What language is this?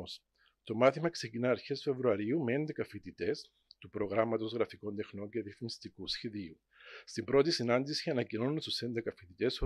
Greek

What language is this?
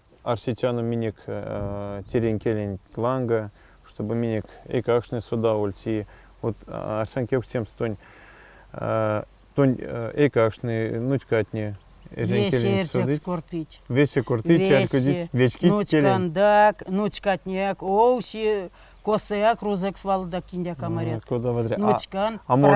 Erzya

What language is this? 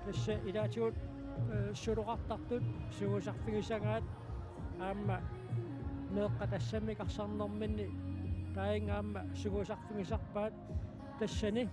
Kalaallisut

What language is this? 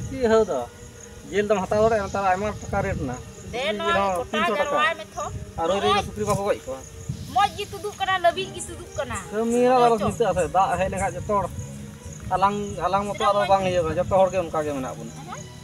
Santali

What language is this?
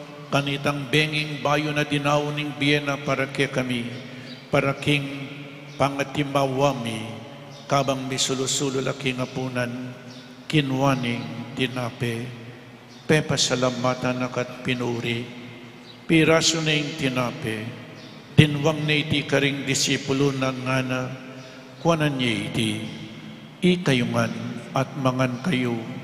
Pampanga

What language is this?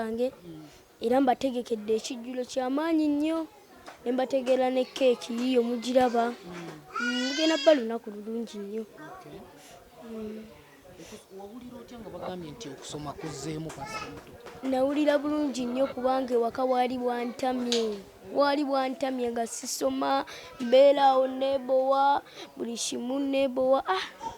Ganda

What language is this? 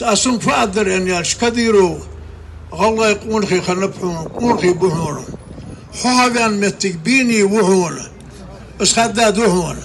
Ingush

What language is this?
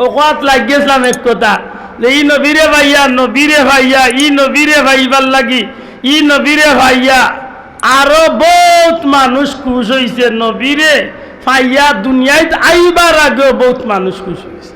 Sylheti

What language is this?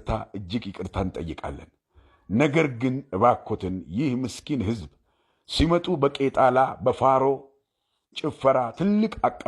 Amharic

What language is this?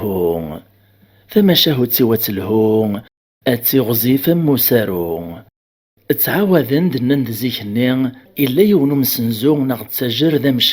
Kabyle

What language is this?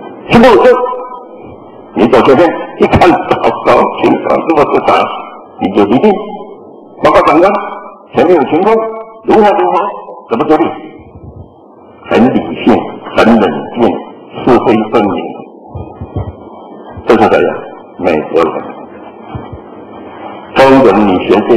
Chinese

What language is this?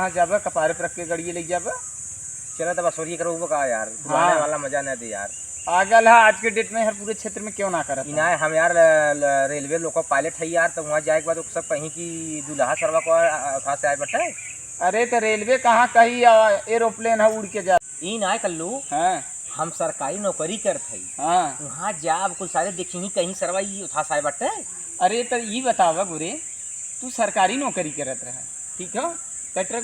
Awadhi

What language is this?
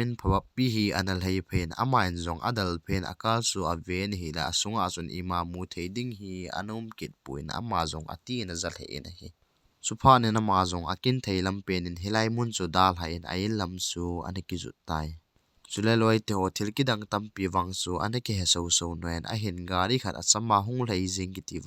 Thado Chin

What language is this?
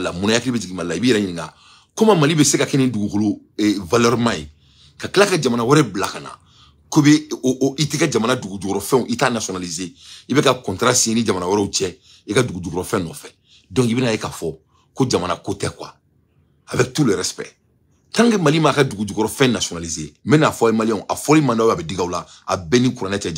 Bambara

